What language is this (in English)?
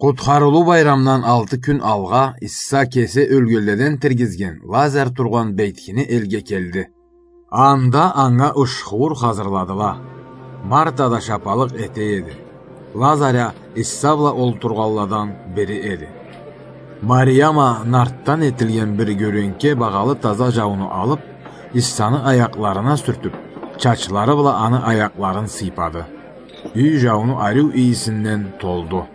Karachay-Balkar